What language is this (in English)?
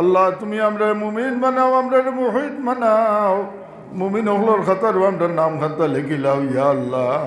Sylheti